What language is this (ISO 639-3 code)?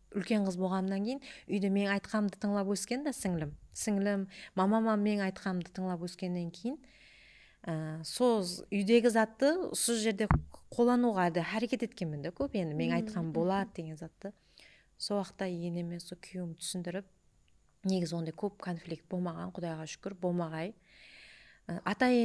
kaa